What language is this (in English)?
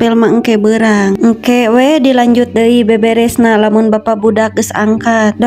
Sundanese